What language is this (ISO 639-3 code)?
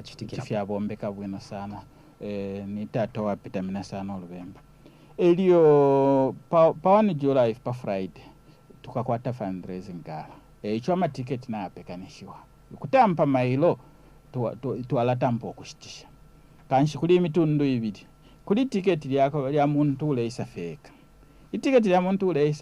bem